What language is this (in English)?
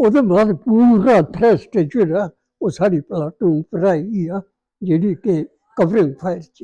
Dogri